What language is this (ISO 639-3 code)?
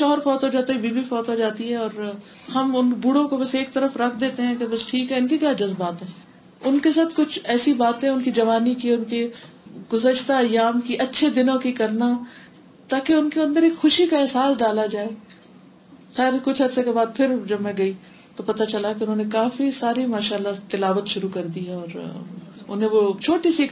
urd